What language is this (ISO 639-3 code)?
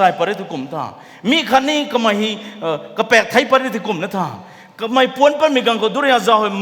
nbu